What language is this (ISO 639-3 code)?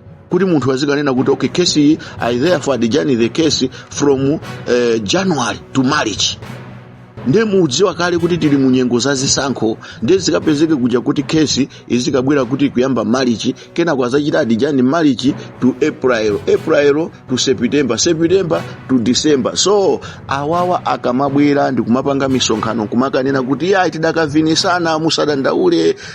nya